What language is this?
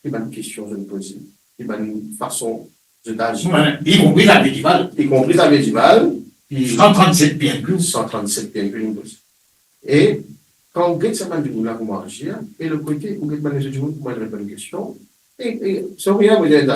Morisyen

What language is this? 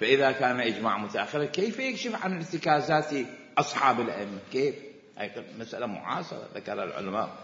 Mesopotamian Arabic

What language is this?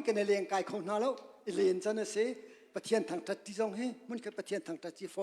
Hakha Chin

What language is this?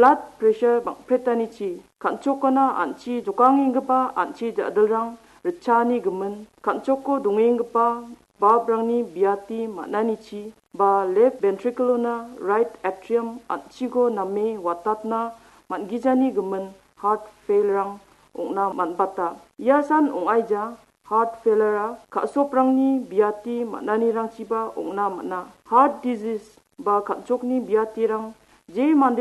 Garo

